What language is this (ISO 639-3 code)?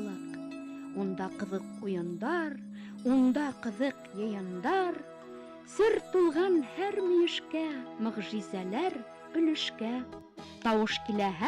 bak